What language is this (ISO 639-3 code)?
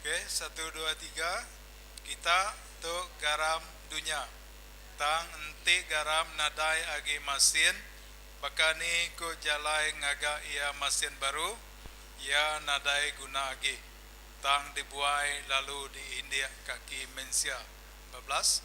iba